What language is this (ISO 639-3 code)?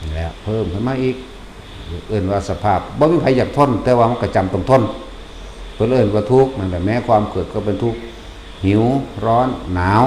tts